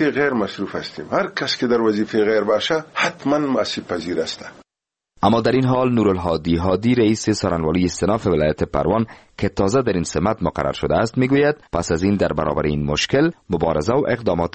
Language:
Persian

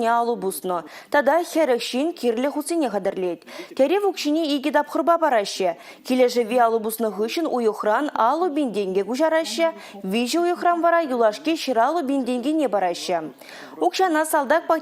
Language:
Chuvash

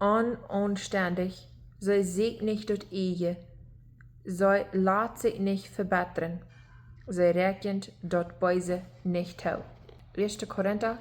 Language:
Plautdietsch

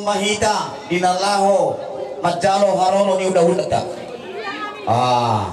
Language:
Batak Toba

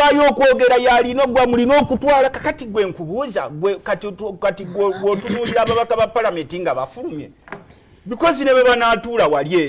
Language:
Ganda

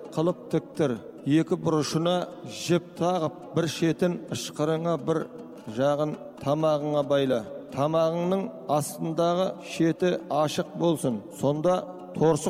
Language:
Kazakh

